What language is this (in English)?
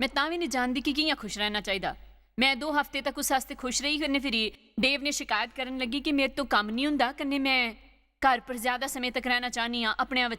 Dogri